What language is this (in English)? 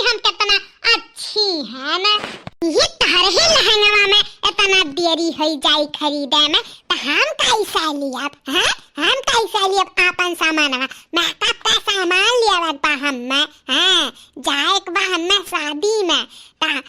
Awadhi